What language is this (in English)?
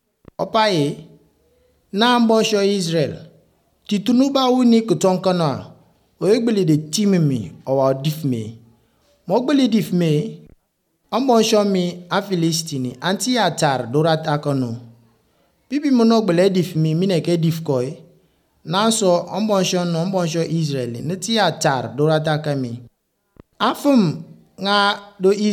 Albanian